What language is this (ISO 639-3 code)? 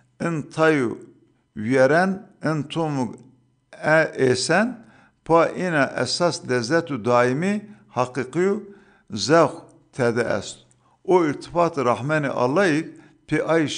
zza